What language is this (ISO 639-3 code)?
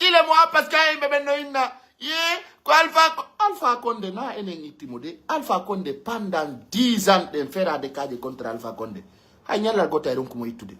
fuf